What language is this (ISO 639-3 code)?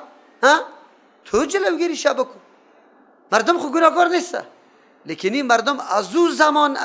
fas